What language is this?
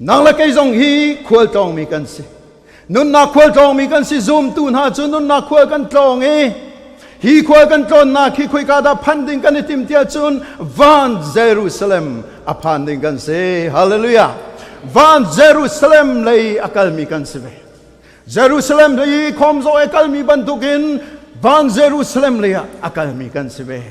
Hakha Chin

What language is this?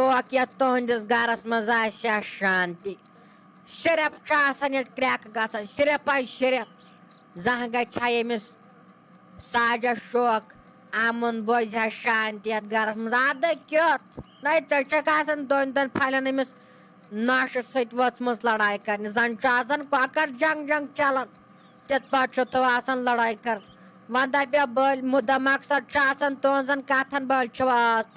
Kashmiri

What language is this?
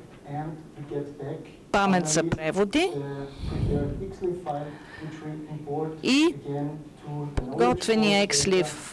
Bulgarian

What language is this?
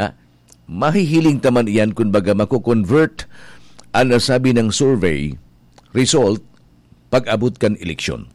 Bikol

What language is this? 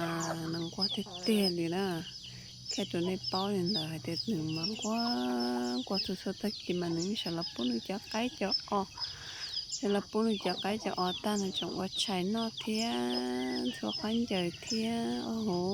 Hmong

